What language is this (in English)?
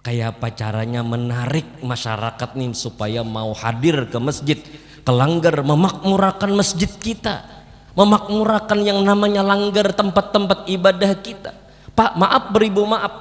Banjar